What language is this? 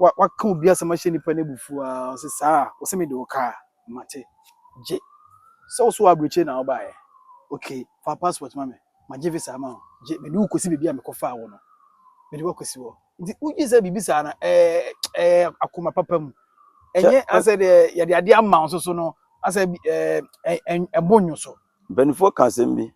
Akan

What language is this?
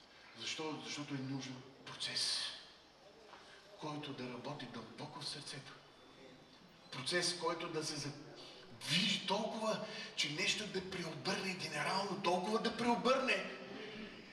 Bulgarian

